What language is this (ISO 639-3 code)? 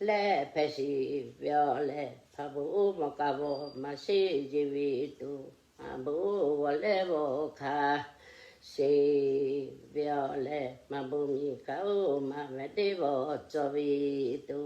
lhu